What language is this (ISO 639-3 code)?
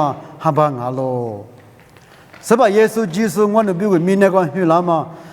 lis